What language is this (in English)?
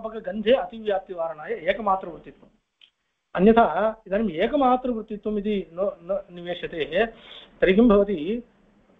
Sanskrit